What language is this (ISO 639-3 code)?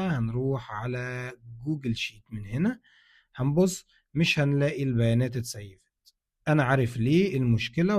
arz